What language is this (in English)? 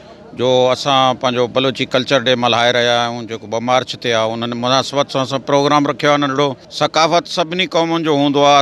Sindhi